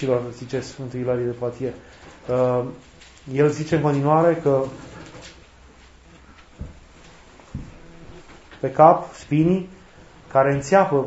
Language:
Romanian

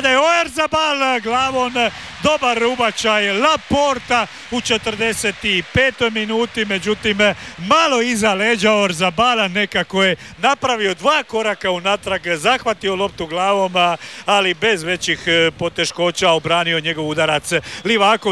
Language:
Croatian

